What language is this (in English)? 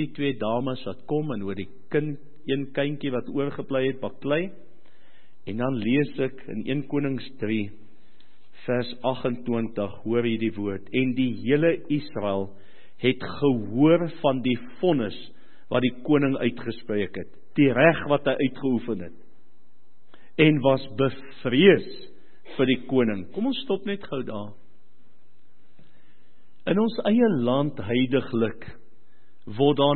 Afrikaans